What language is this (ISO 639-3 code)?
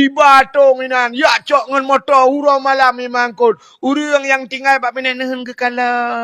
ace